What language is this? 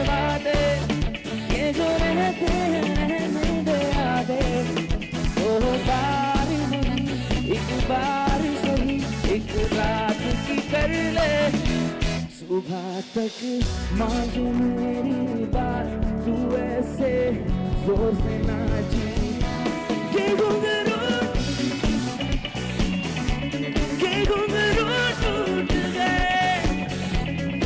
Hindi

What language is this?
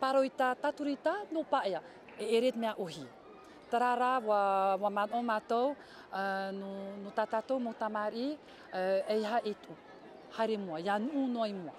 Tahitian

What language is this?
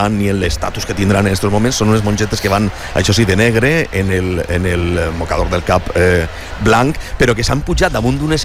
Catalan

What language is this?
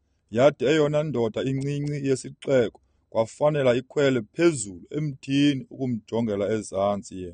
Xhosa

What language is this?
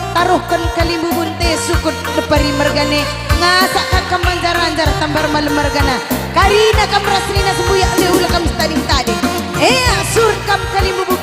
Batak Karo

